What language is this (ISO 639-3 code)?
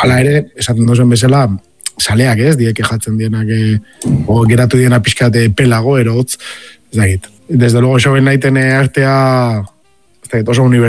eus